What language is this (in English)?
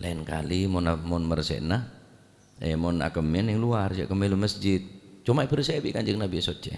Madurese